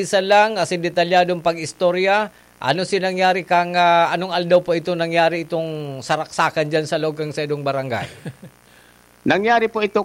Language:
Bikol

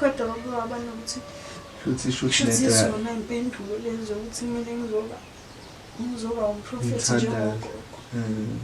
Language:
Zulu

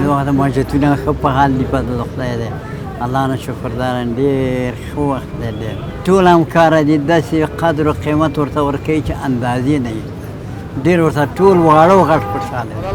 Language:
Pashto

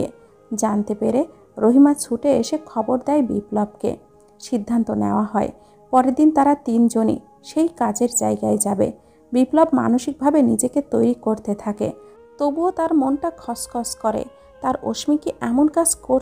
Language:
Bangla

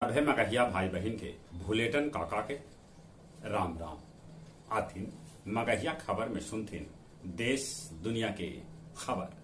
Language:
Magahi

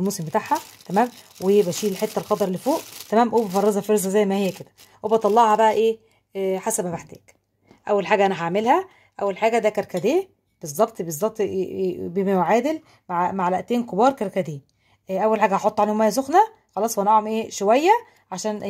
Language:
Egyptian Arabic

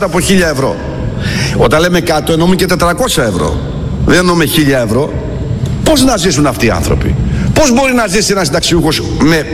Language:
Greek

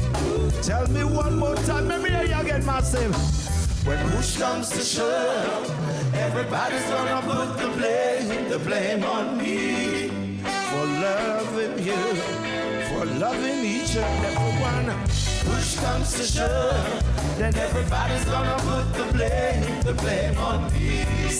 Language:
Jamaican Creole English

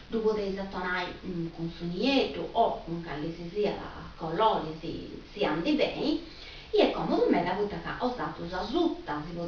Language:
Sardinian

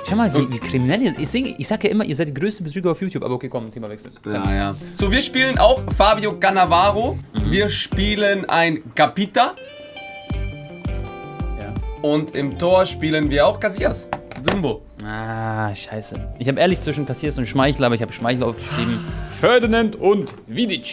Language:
German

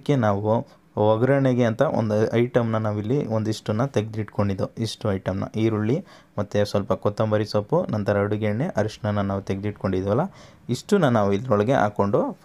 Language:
Kannada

